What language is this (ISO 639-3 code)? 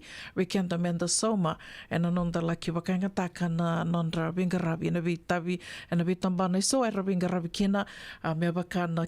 fij